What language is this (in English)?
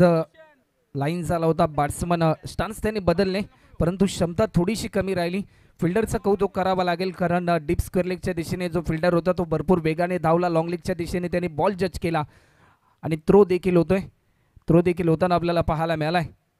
Marathi